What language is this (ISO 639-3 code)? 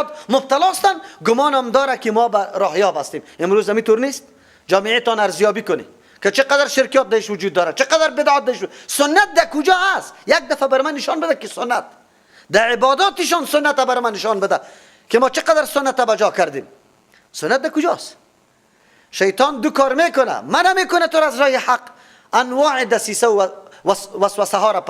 fas